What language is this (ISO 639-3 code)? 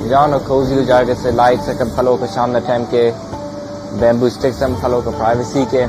brh